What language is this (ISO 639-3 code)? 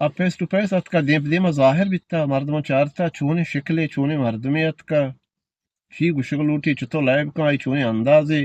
bgp